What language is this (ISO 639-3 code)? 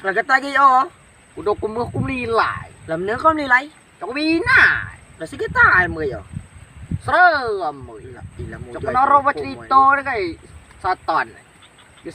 rej